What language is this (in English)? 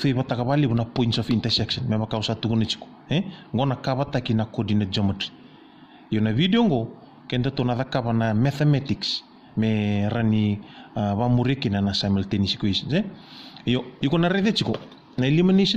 Fijian